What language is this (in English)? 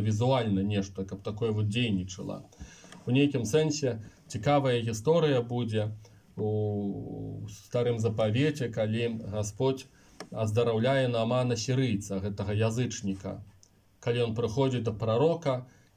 Belarusian